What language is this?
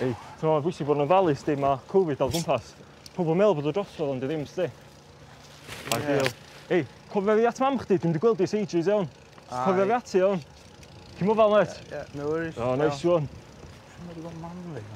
Welsh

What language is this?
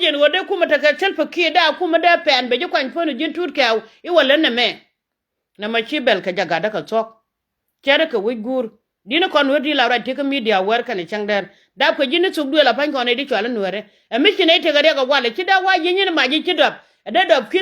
Nuer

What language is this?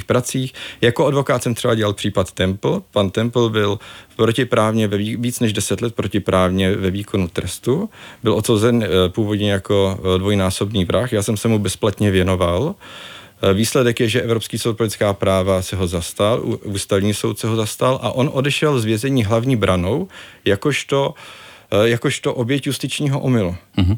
Czech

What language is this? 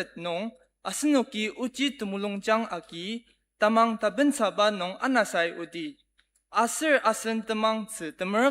Ao Naga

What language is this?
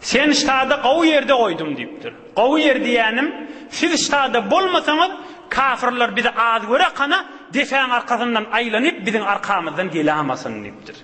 Turkmen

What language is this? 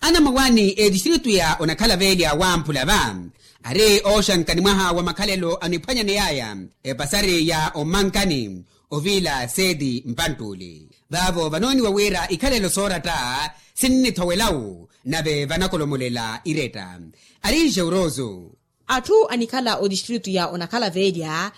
Makhuwa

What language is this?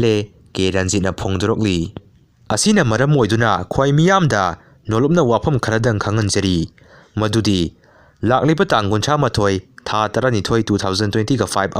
Manipuri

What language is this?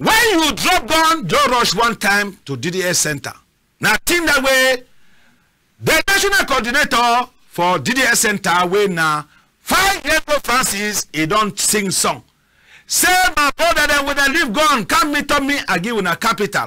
Cameroon Pidgin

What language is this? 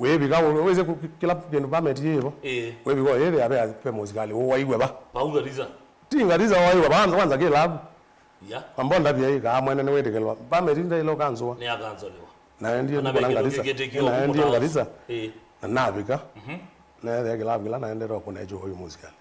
Kamba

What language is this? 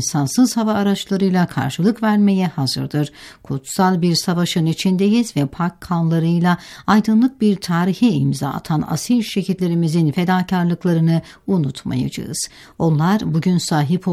Turkish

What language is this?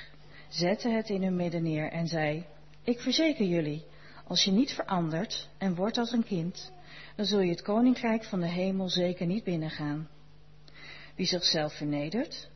Dutch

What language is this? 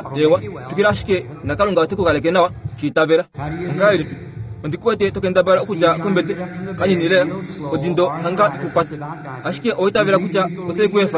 Kuanyama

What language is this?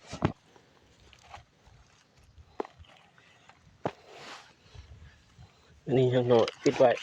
Lao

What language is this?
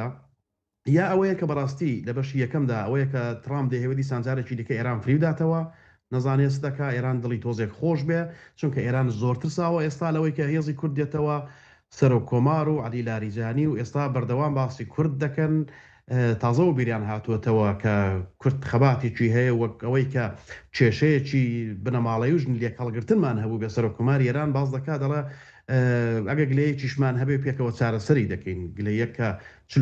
Central Kurdish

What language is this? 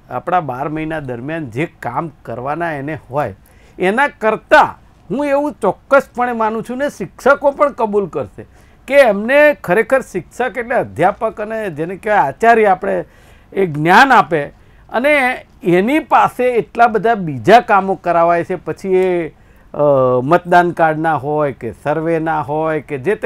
Gujarati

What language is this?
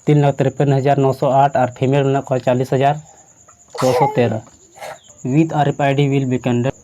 Santali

